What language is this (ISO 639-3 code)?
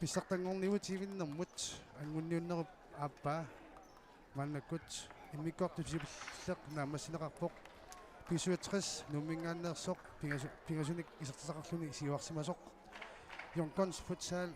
kal